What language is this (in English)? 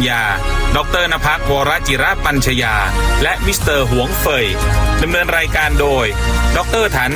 Thai